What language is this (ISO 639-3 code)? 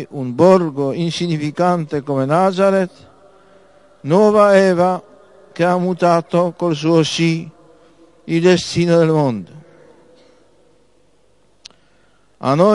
ita